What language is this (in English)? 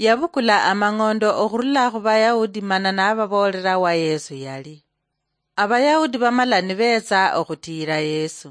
Luyia